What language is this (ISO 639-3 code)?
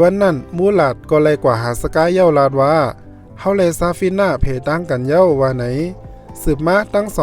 shn